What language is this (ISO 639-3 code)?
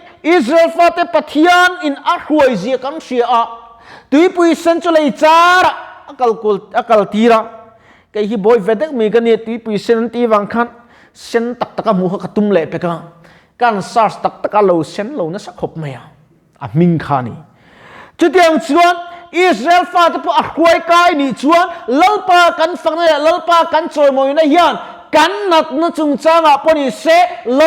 lus